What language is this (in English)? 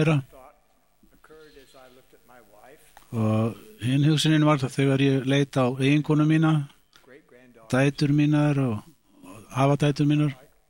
Icelandic